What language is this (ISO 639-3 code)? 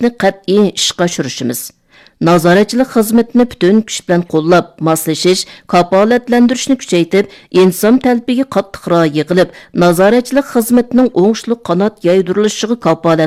uig